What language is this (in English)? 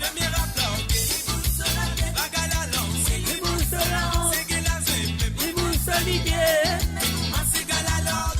Morisyen